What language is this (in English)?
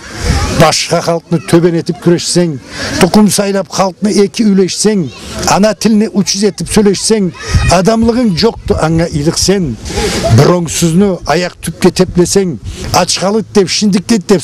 Karachay-Balkar